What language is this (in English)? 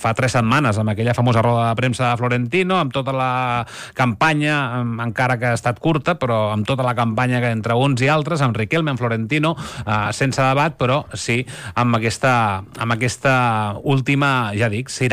Catalan